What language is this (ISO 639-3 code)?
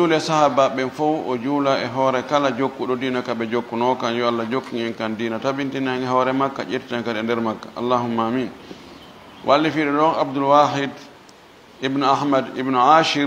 ful